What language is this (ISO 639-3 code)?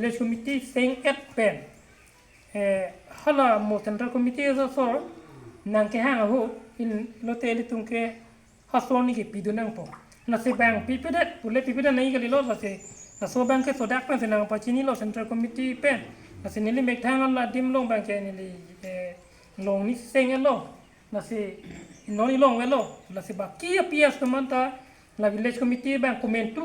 mjw